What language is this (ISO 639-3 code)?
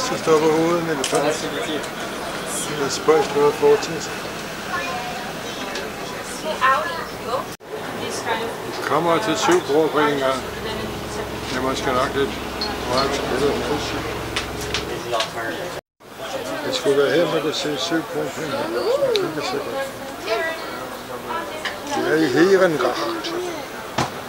dan